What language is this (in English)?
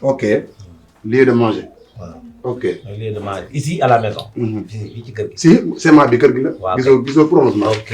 Wolof